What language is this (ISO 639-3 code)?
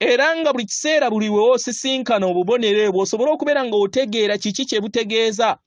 lug